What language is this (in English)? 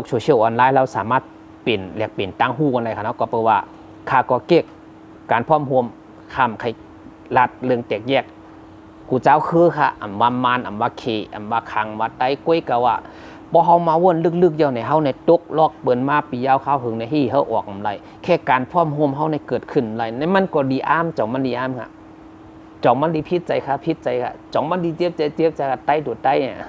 Shan